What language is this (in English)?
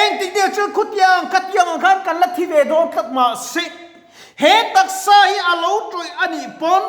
Mizo